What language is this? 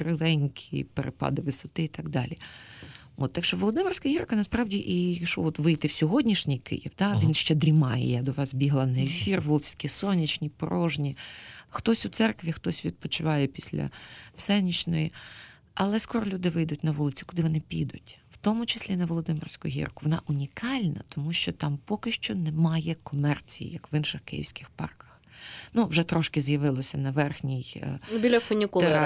Ukrainian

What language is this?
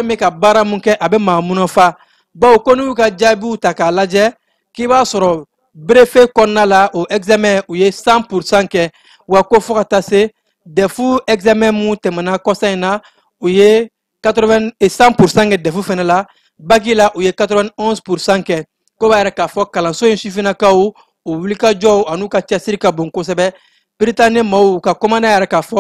Bambara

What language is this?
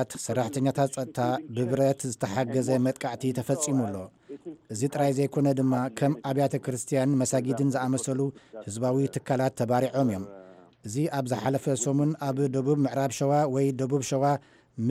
Tigrinya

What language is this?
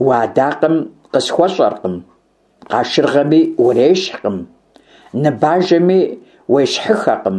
Kabardian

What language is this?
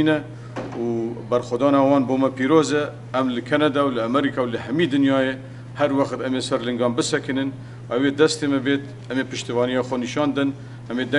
Kurdish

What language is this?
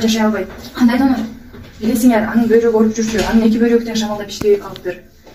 Kyrgyz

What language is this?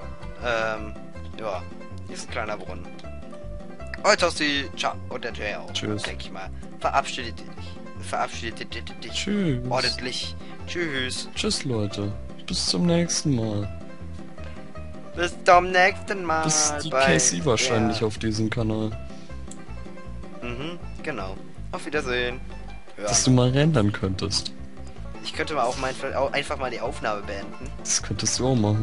German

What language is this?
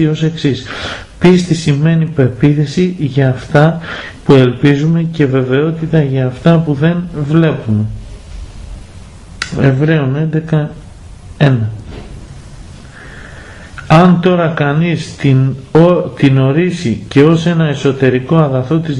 Greek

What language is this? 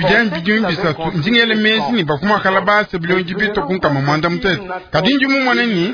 Luba-Lulua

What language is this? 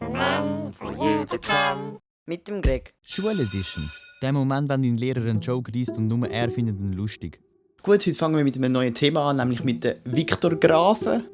Swiss German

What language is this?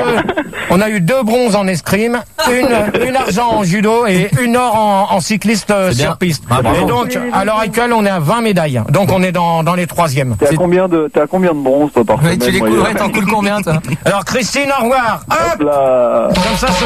French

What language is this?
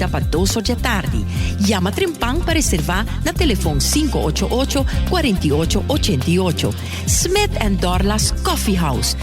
Papiamento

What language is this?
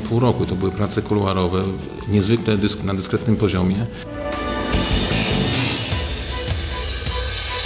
Polish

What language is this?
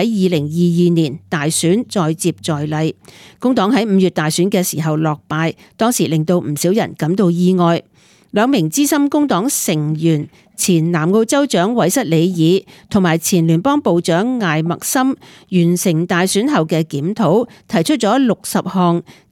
Cantonese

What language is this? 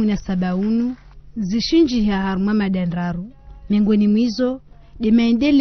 Ngazidja Comorian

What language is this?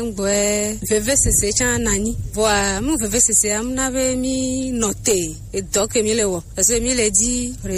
Gen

